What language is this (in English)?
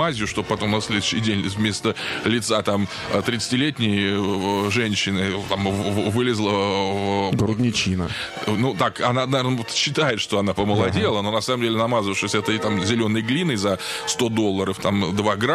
Russian